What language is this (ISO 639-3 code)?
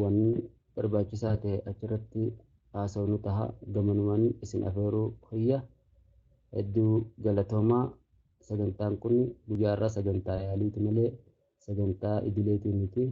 orm